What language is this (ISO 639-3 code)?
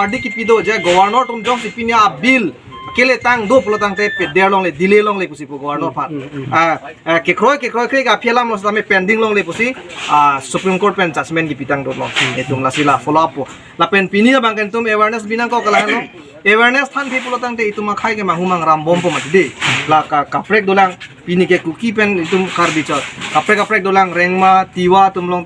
mjw